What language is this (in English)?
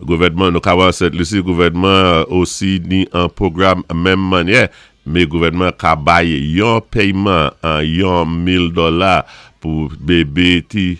Saint Lucian Creole French